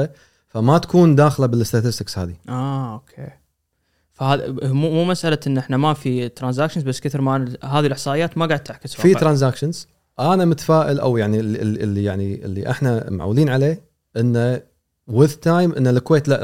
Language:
Gulf Arabic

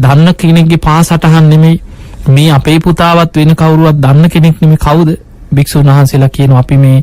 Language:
Sinhala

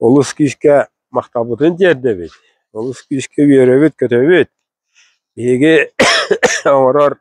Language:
Yakut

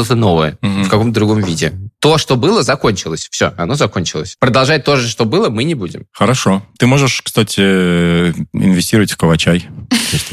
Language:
Russian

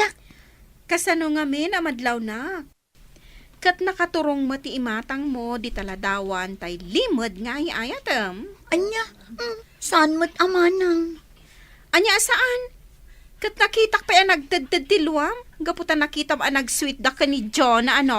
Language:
Iloko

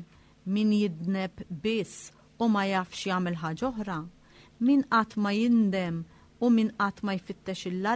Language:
Maltese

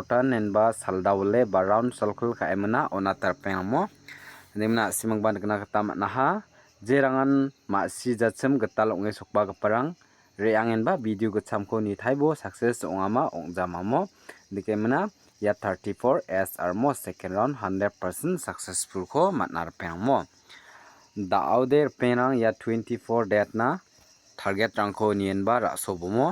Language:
Garo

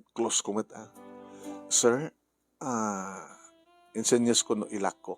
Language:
Iloko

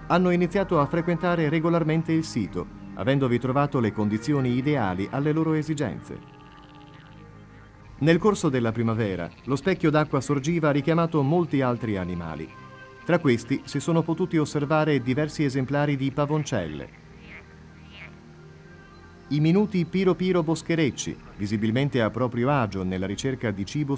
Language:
Italian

